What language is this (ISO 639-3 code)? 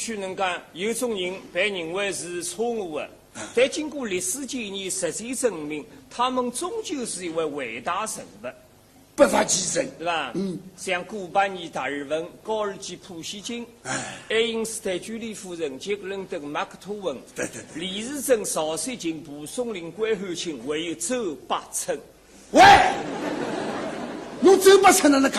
wuu